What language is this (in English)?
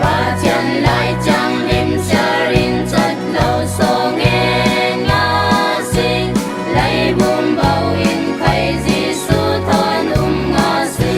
Falam Chin